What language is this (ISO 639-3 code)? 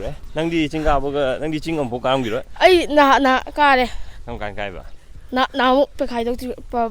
mni